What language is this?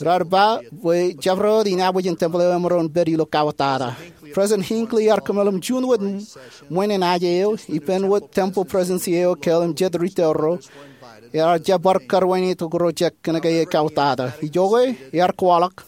Marshallese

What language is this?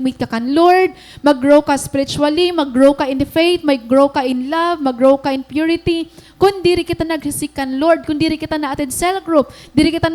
Waray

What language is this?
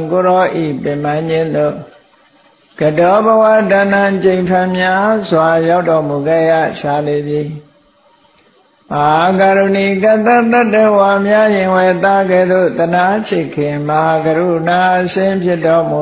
Burmese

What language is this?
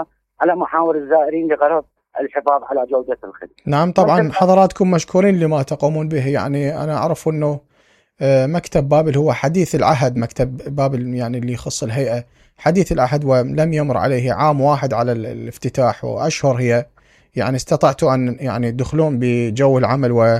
Mesopotamian Arabic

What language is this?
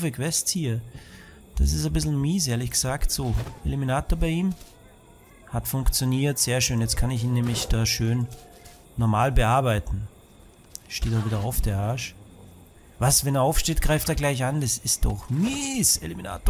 German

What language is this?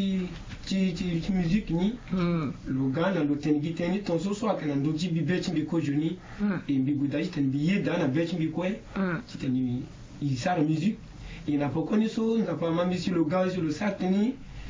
Sango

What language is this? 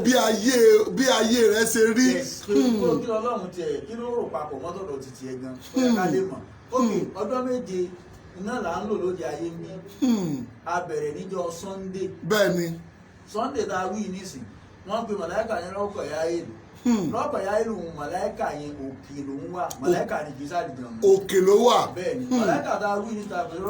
Yoruba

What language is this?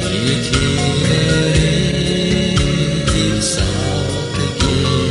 Gagauz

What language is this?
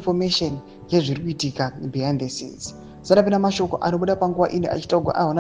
Shona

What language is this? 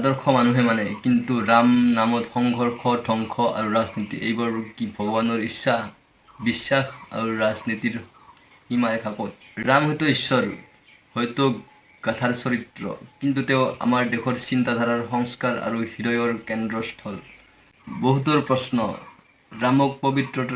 Assamese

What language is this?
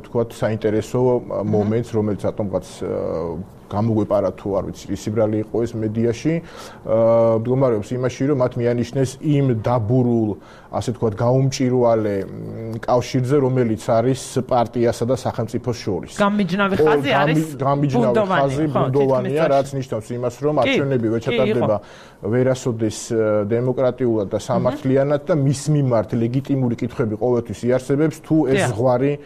Georgian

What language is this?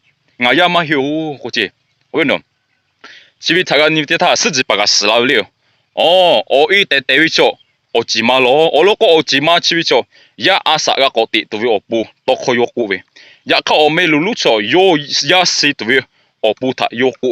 Lahu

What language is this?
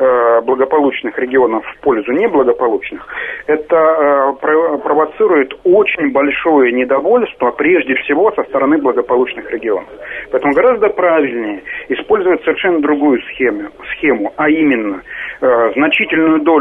Russian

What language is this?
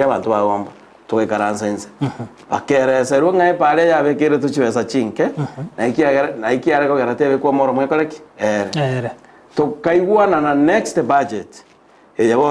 Gusii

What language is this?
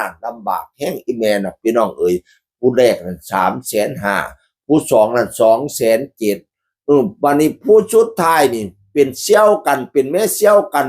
Northeastern Thai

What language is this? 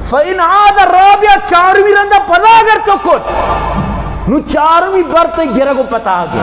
Baluchi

